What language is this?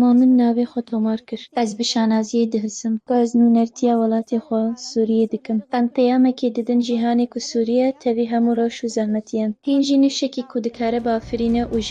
Kurdish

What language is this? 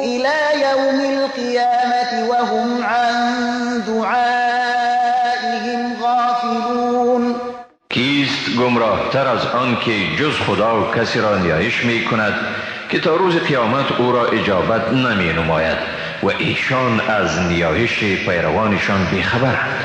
Persian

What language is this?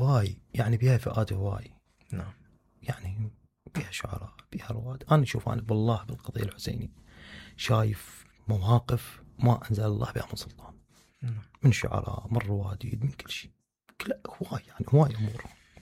Mesopotamian Arabic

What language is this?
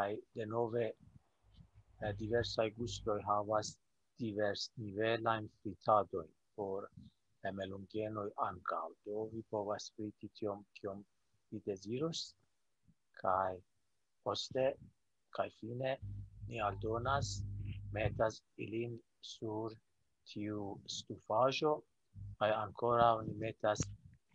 Esperanto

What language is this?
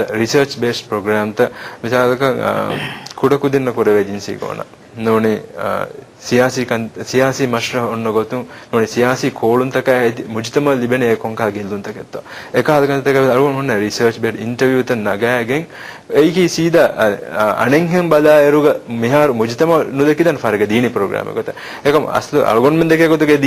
Divehi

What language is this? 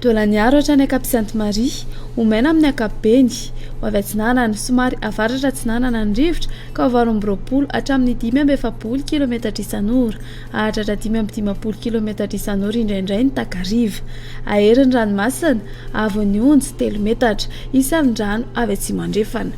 Malagasy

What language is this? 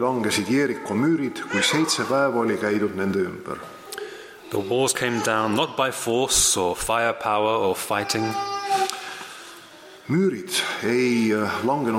Estonian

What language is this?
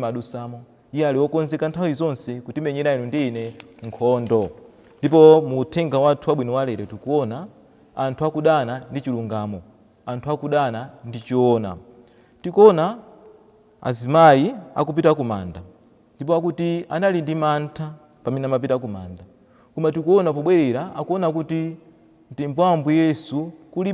Nyanja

